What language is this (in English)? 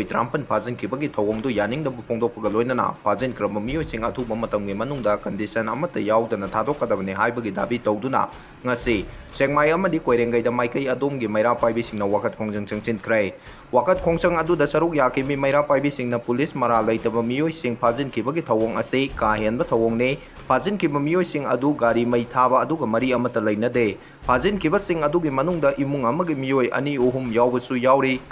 Manipuri